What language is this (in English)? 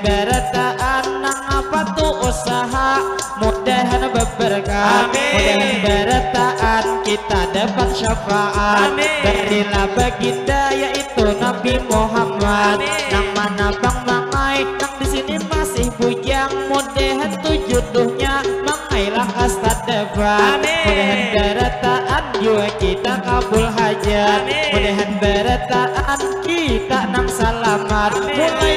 Banjar